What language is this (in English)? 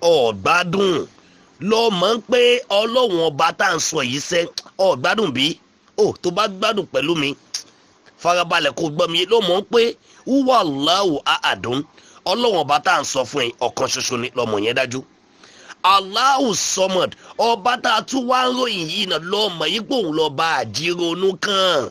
Yoruba